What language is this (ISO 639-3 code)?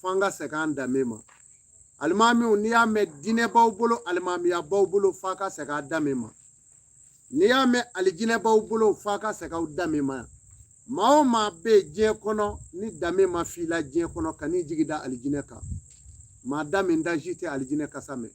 bam